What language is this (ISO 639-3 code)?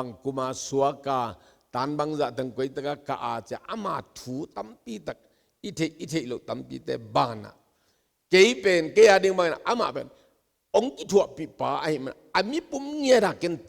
ctd